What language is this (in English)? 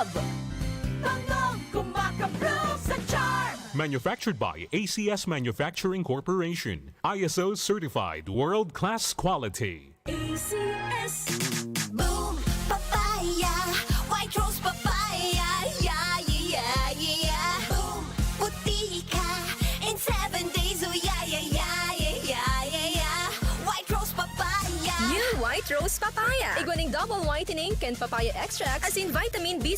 Bikol